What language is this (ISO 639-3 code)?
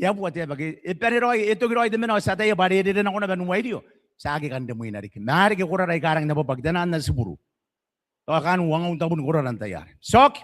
gil